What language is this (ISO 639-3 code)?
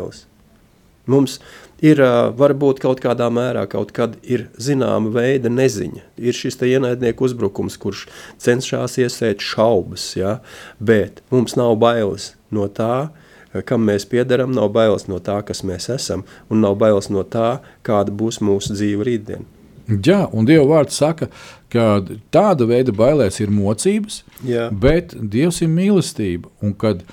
lav